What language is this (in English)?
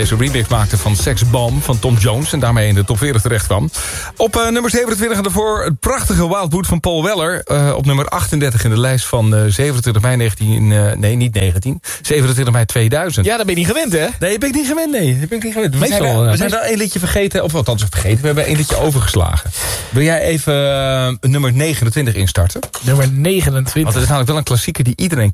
Dutch